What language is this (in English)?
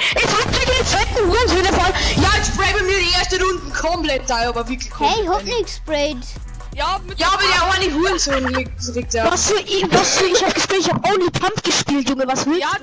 Bavarian